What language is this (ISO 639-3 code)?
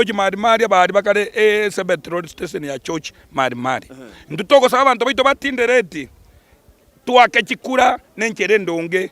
guz